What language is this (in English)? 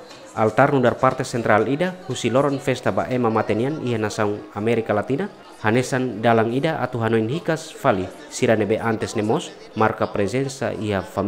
Tetum